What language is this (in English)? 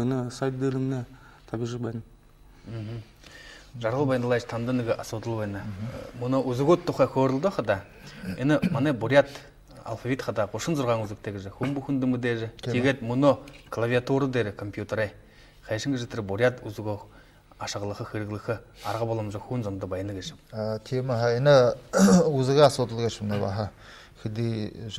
Buriat